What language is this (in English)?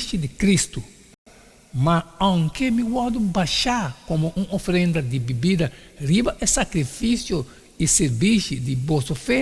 Papiamento